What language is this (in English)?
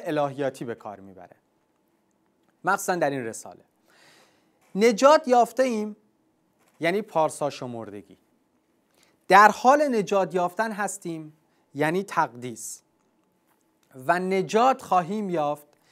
Persian